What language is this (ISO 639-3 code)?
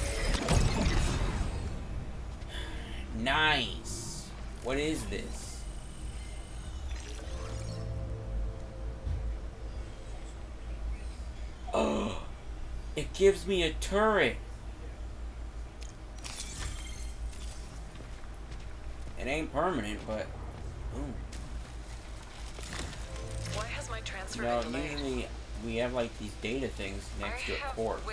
eng